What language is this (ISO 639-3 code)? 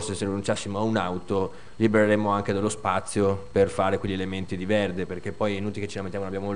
ita